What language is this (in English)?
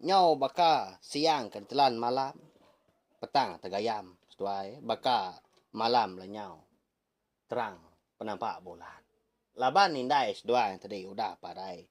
Iban